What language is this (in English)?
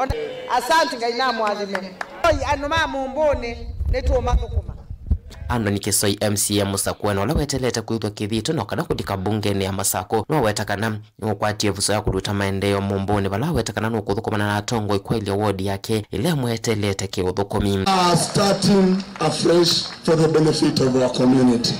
Kamba